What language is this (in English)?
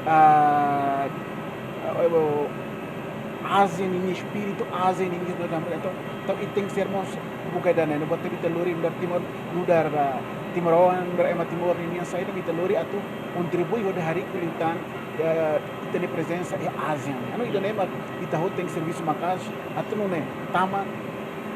Tetum